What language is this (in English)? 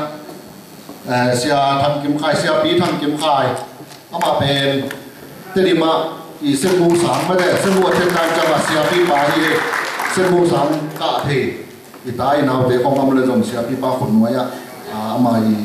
Tedim Chin